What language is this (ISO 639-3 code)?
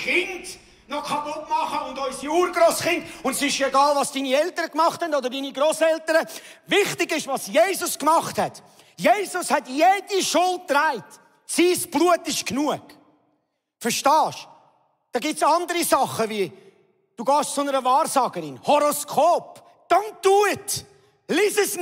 gsw